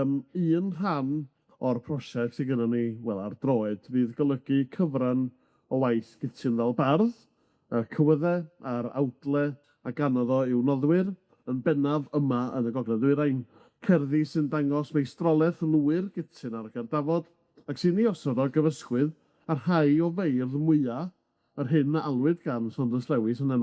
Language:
Welsh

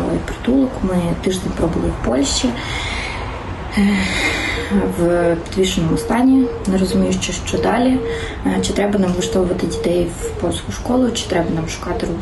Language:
Ukrainian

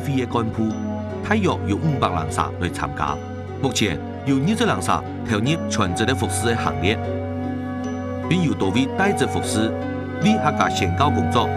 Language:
Hakka Chinese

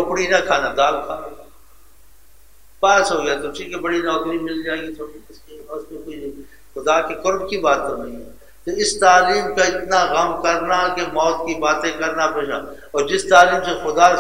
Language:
Urdu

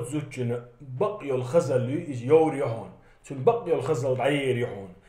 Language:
Chechen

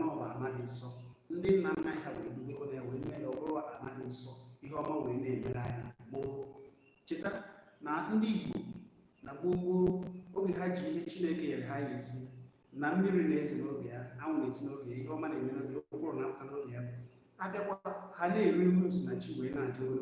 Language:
Igbo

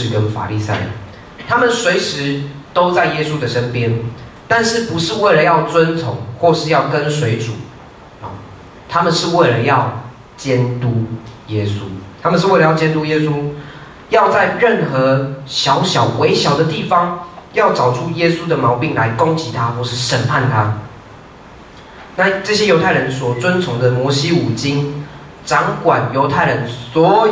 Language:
Chinese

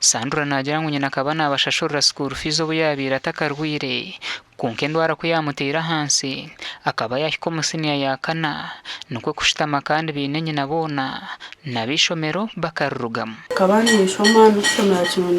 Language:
Nyankole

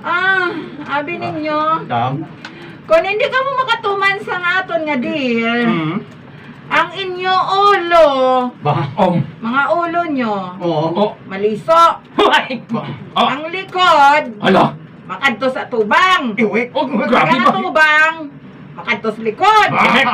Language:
Hiligaynon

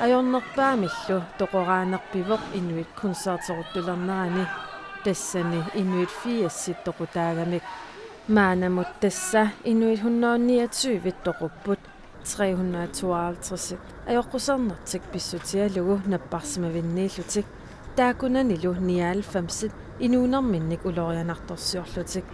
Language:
Kalaallisut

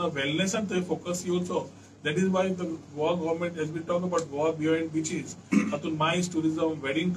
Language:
Konkani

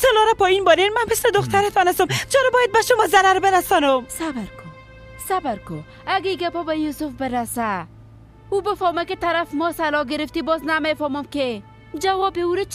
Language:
Persian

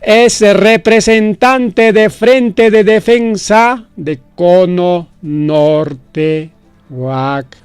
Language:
Ayacucho Quechua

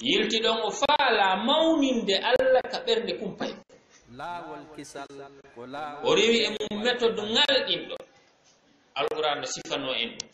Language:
Fula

